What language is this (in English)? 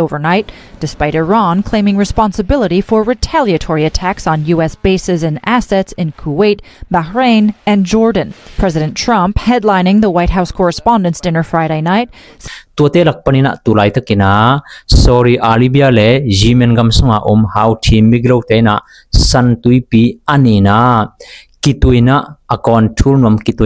Tedim Chin